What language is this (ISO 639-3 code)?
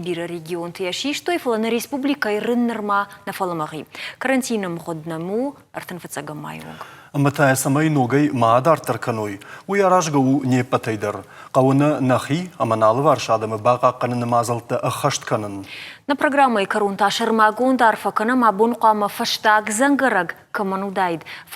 oss